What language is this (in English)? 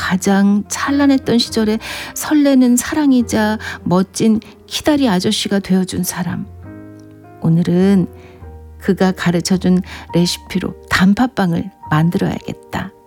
Korean